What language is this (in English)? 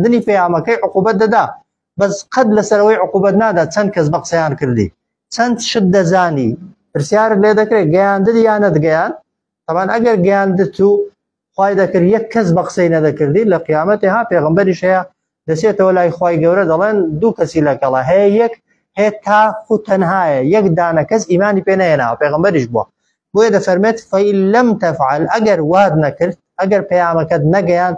Central Kurdish